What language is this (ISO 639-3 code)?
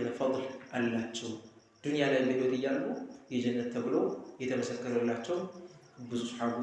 amh